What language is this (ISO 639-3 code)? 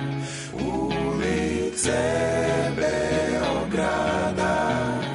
srp